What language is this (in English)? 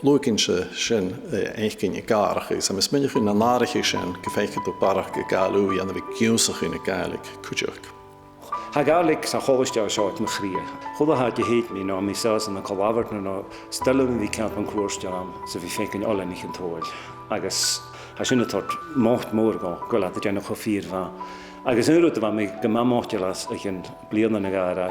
Scottish Gaelic